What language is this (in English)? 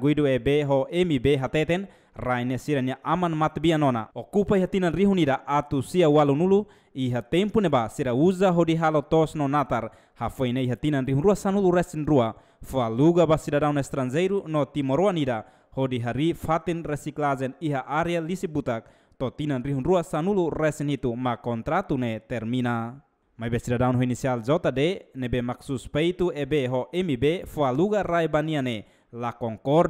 Tetum